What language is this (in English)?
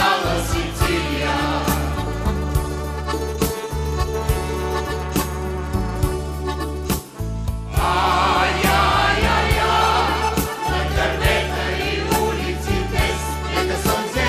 Bulgarian